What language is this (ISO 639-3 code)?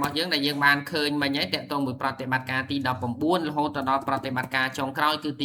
khm